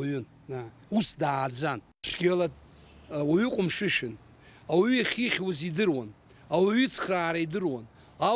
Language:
Abkhazian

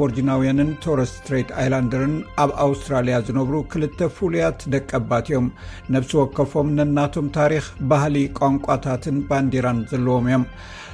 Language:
Tigrinya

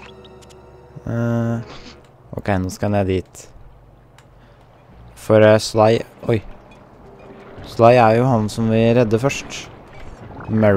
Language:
Norwegian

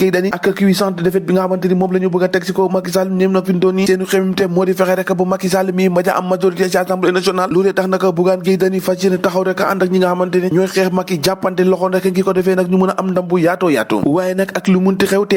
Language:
Wolof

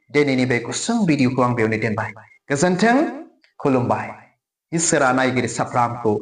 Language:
Bodo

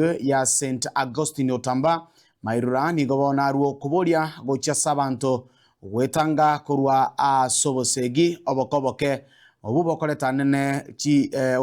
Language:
Gusii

